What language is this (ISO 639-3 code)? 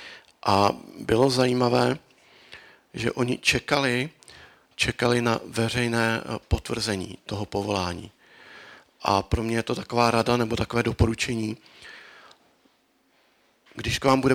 ces